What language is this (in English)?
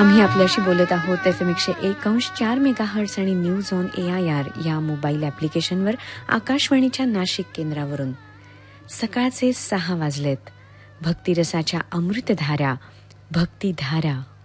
Marathi